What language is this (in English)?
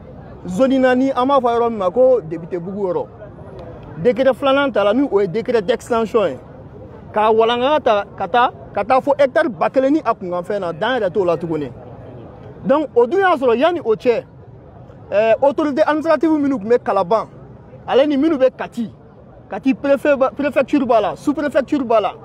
Bambara